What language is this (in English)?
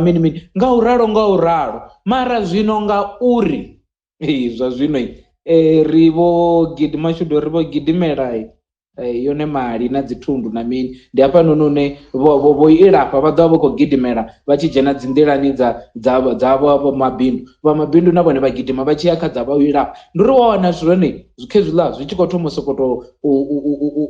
Venda